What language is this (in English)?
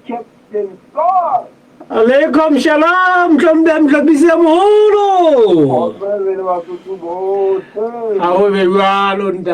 Southern Sotho